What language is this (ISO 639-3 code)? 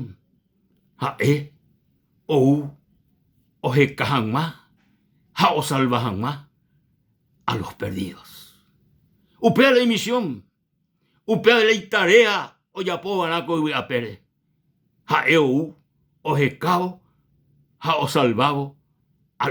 grn